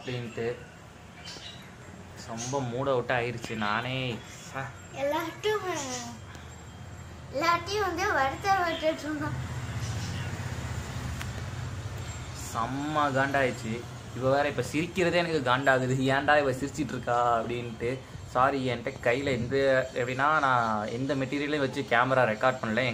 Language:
Tamil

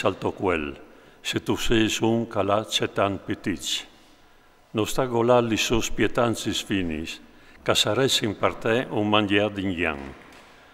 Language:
Friulian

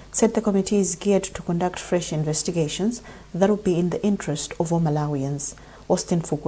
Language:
English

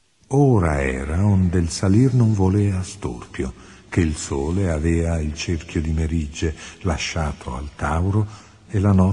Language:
Italian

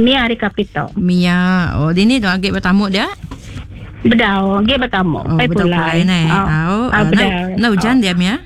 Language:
Iban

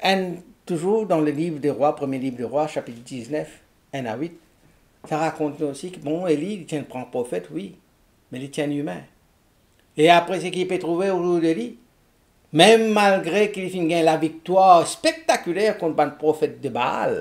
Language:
Morisyen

